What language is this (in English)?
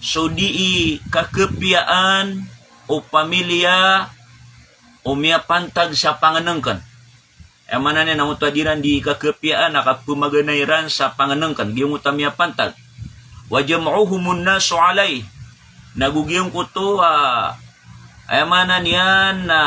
Maranao